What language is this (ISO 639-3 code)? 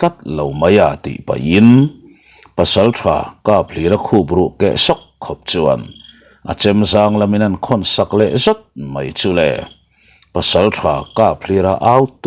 lus